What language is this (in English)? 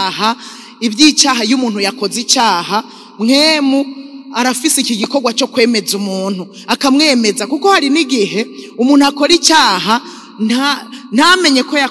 Rundi